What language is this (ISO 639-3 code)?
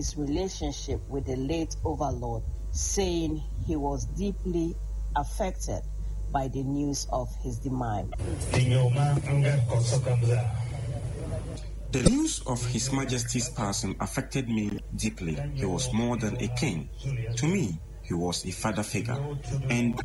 eng